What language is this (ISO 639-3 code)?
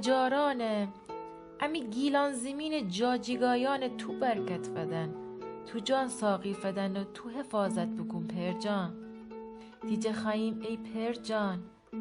glk